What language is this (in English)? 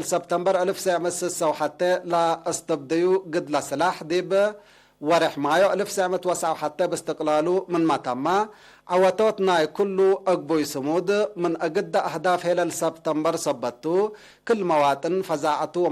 Tigre